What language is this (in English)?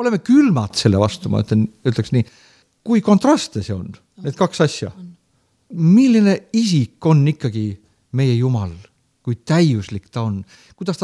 Estonian